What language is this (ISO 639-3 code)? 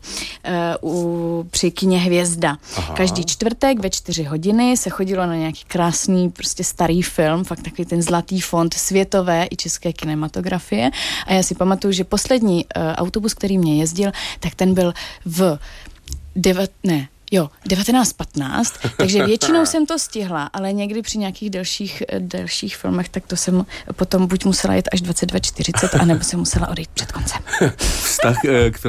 ces